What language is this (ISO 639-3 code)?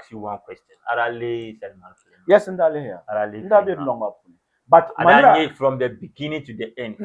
dag